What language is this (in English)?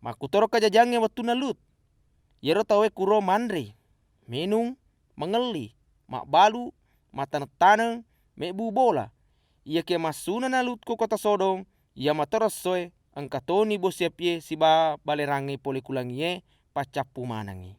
Buginese